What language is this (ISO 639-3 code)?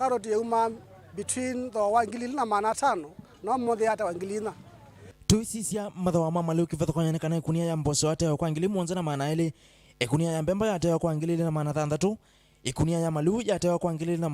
kam